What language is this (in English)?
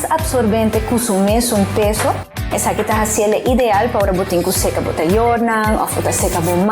Papiamento